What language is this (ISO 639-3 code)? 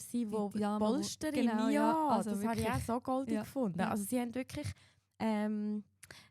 gsw